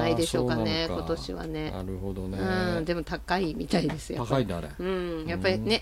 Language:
Japanese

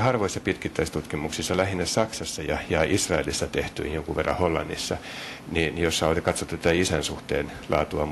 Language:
Finnish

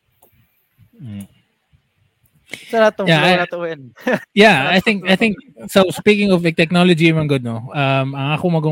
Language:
Filipino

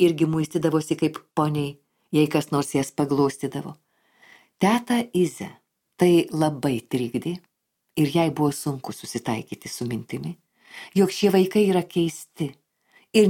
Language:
Lithuanian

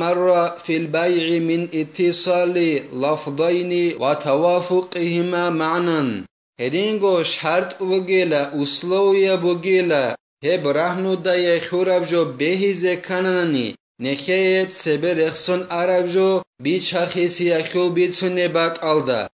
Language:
Avaric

